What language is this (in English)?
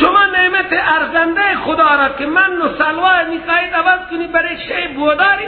Persian